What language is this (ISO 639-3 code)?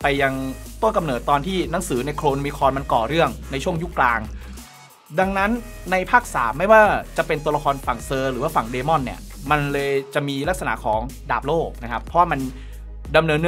tha